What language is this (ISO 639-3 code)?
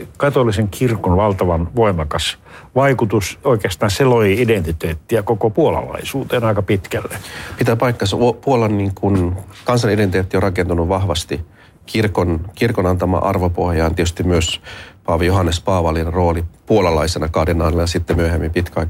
fin